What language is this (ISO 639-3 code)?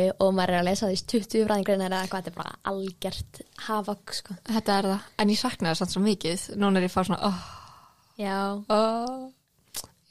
isl